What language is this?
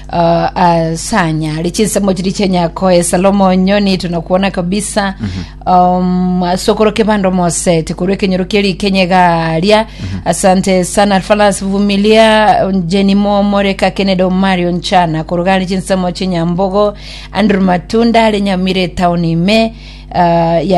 Gusii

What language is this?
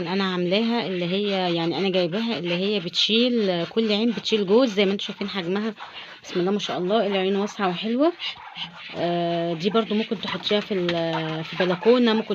Egyptian Arabic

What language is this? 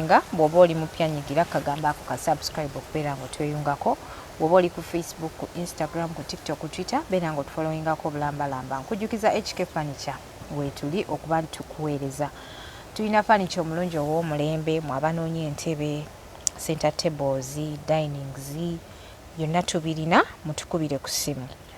Ganda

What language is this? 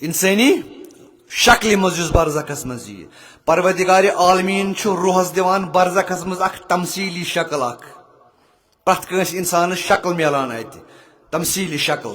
Kashmiri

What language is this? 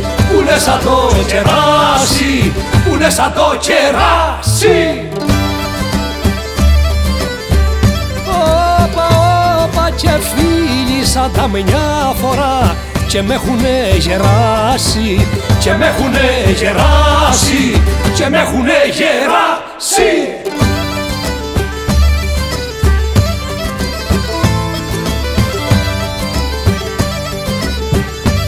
Greek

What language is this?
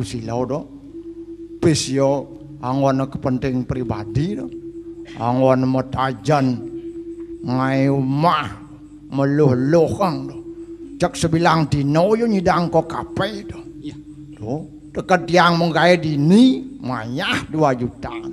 Balinese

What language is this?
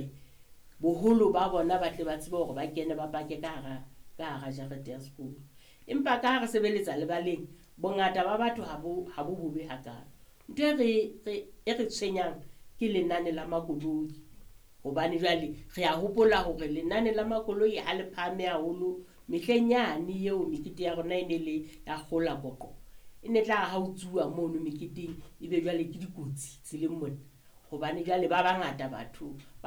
Southern Sotho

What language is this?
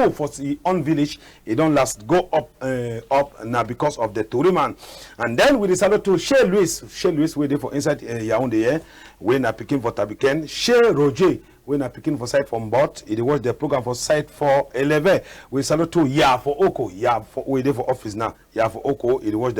Cameroon Pidgin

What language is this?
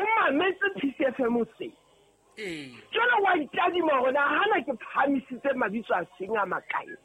Southern Sotho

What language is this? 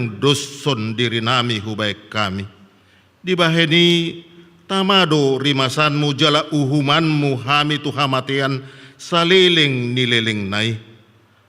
Batak Toba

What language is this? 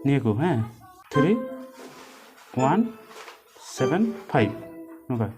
Santali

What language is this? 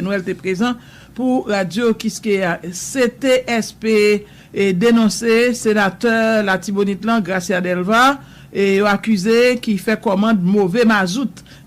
Haitian Creole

